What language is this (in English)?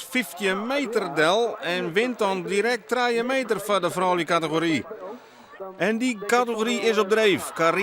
Western Frisian